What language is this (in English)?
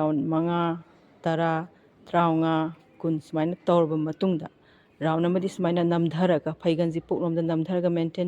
Manipuri